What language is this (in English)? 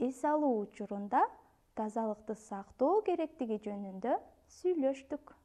Kyrgyz